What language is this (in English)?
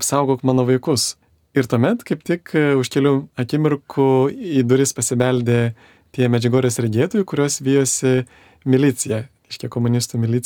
Lithuanian